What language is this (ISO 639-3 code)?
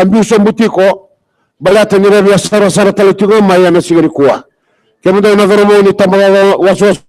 fij